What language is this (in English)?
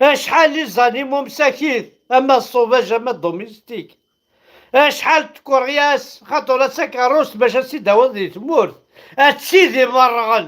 Kabyle